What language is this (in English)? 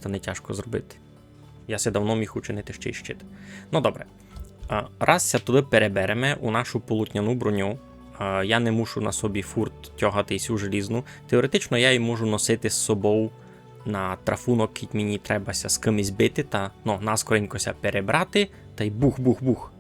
Rusyn